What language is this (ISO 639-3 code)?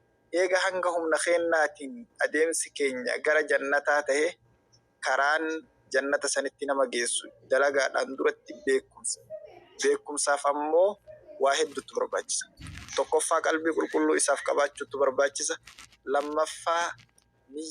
orm